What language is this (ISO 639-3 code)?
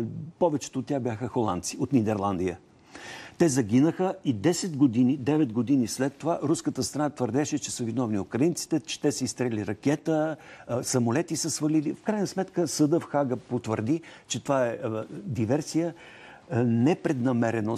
bul